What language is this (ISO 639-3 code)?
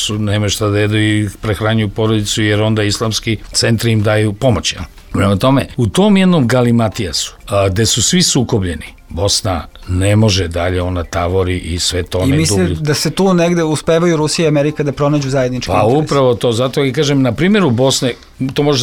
srp